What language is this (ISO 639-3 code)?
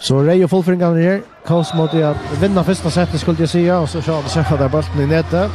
fao